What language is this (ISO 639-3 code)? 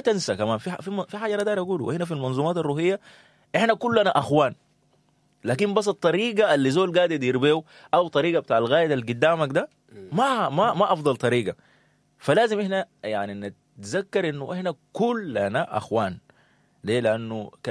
apd